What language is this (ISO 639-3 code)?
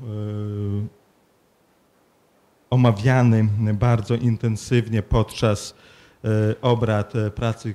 pol